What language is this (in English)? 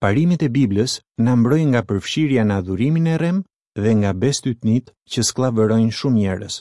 Albanian